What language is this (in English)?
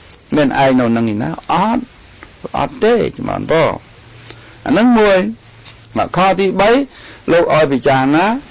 Khmer